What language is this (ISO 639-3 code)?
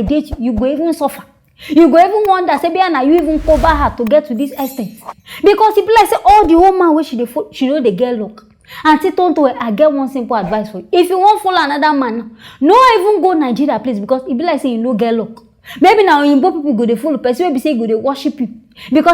pcm